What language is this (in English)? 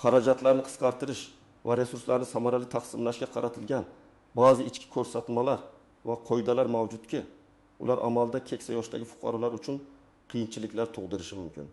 Uzbek